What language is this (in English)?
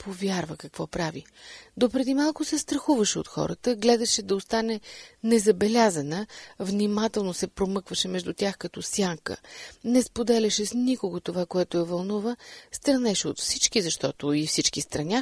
Bulgarian